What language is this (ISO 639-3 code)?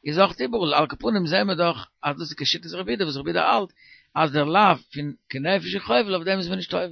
yid